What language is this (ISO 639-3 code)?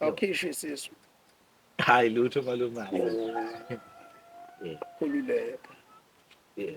zul